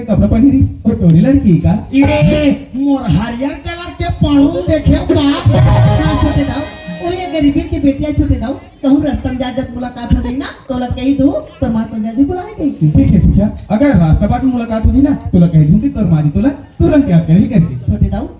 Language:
Chhattisgarhi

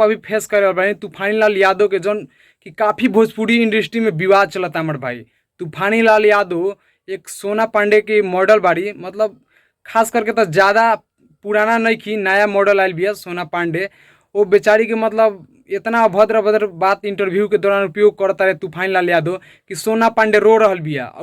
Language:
Bhojpuri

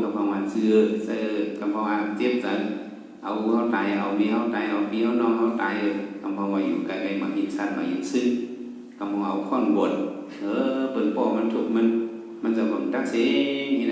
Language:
Shan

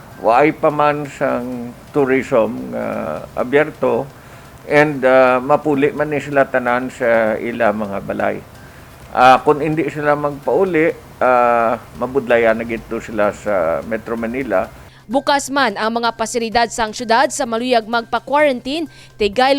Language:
Hiligaynon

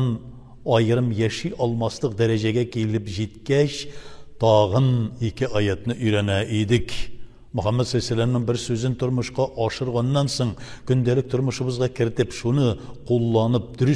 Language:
Tatar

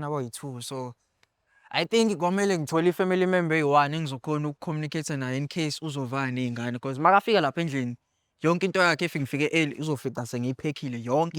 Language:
Zulu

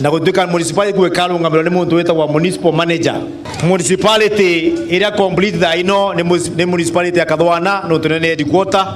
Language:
Meru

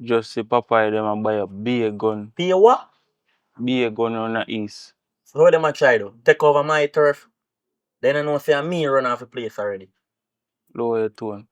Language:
Jamaican Creole English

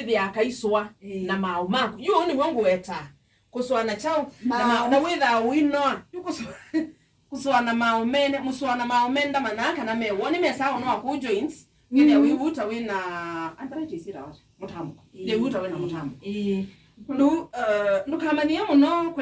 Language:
Kamba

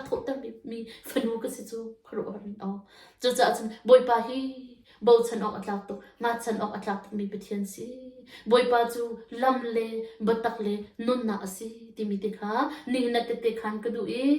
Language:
Hakha Chin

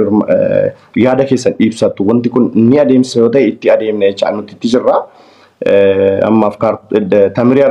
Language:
Oromo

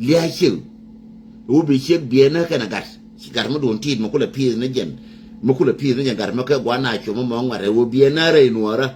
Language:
Nuer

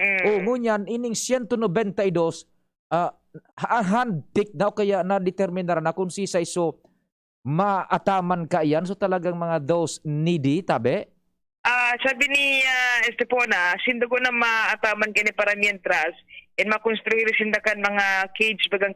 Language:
Bikol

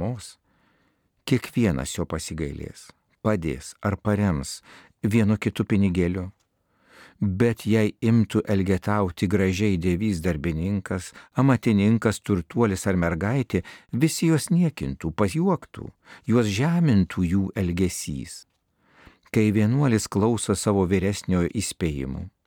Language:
Lithuanian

